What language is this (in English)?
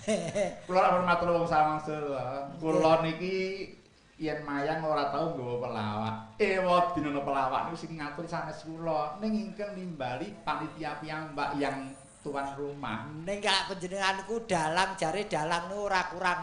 Javanese